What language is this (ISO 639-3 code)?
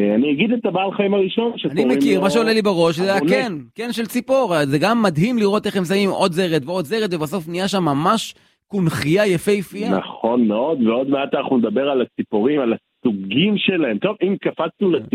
heb